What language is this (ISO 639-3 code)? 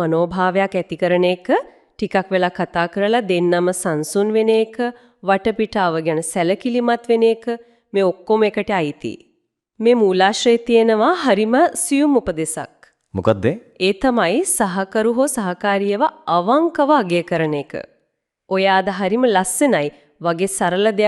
sin